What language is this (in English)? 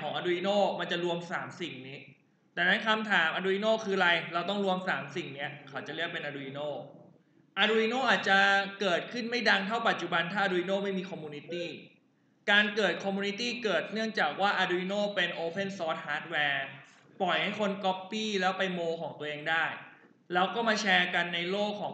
Thai